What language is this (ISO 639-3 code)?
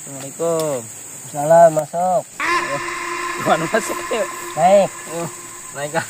bjn